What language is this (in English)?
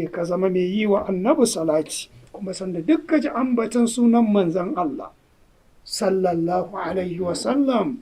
Hausa